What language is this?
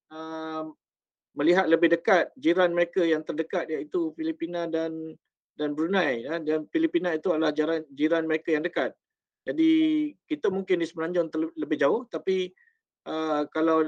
Malay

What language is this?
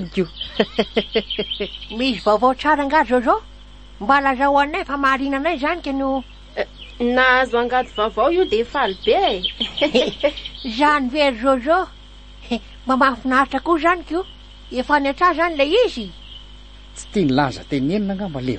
Malagasy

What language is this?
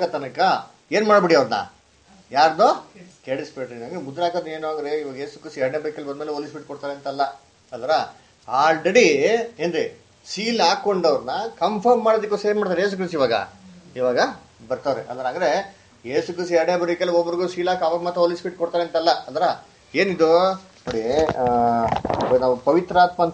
Kannada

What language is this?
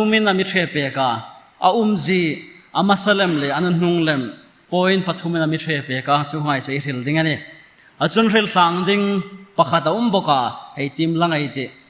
Hmar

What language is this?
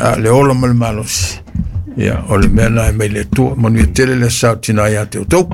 Samoan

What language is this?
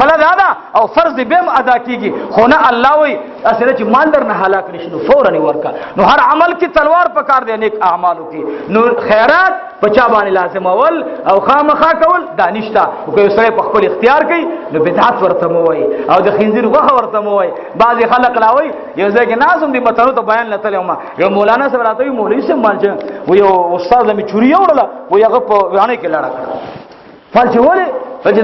Pashto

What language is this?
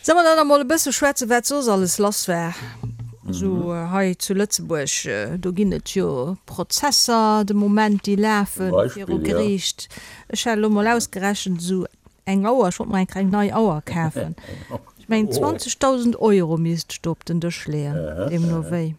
Luxembourgish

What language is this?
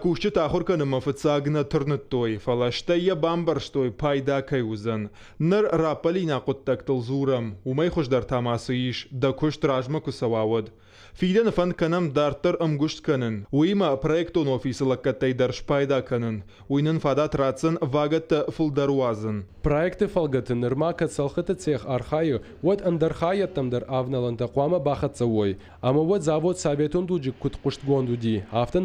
Ossetic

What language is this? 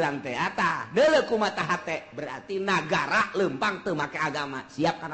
Sundanese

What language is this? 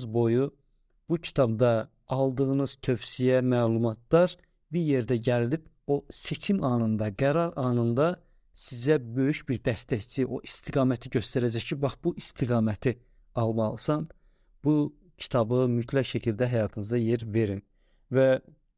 Azerbaijani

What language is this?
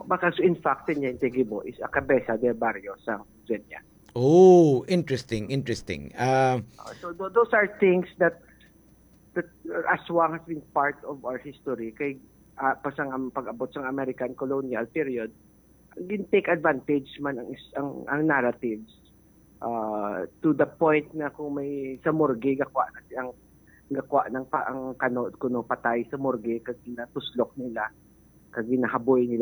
Hiligaynon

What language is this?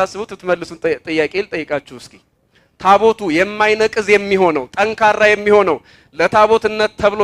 Amharic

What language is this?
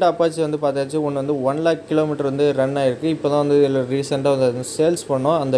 Tamil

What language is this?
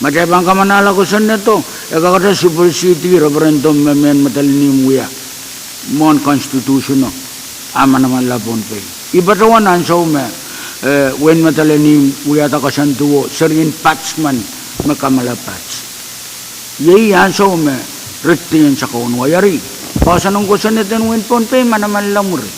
Pohnpeian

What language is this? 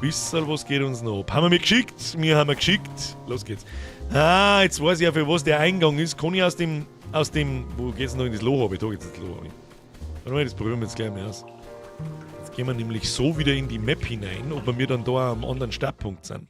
Bavarian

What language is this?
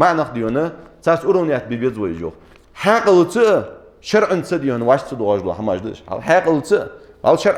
Ingush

